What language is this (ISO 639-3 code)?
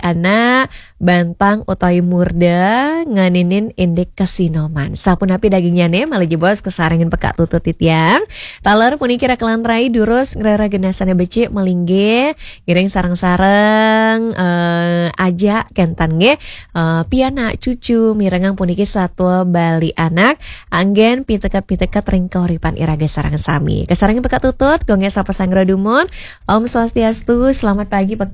ban